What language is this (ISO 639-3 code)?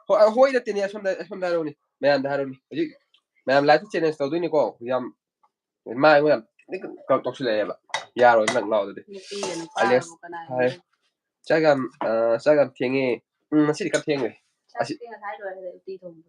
mni